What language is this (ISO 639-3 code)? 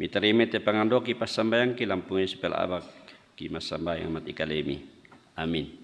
sda